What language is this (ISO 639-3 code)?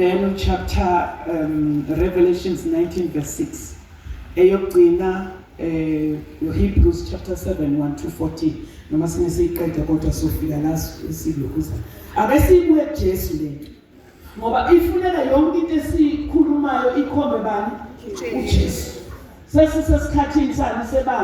zul